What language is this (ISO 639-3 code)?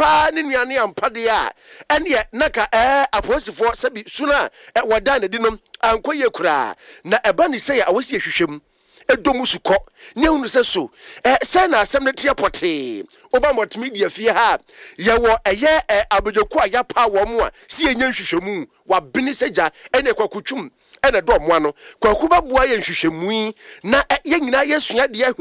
aka